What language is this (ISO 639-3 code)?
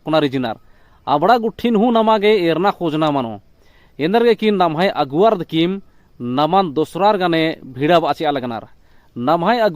kru